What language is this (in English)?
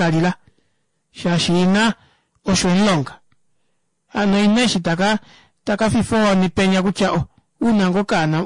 Kuanyama